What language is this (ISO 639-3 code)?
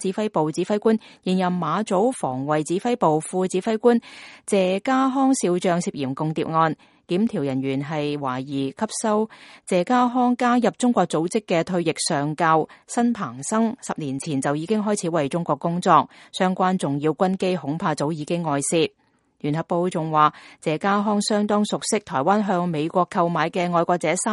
yue